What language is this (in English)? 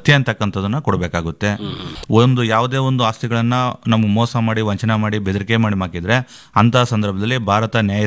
Kannada